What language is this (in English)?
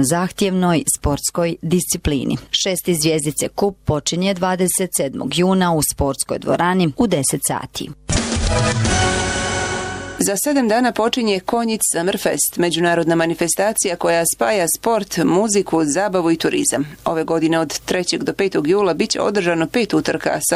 Bosnian